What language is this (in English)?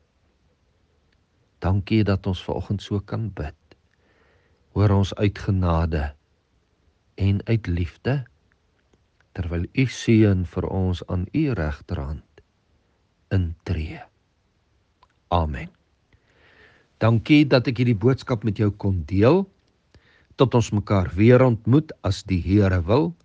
Afrikaans